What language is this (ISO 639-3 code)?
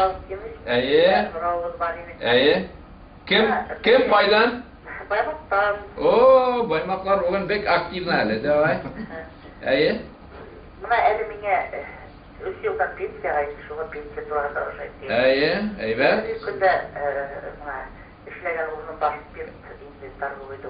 bak